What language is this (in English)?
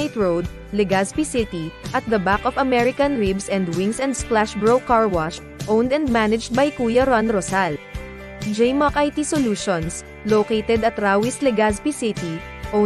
Bikol